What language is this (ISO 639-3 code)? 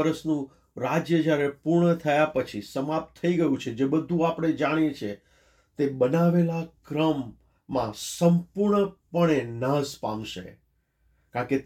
guj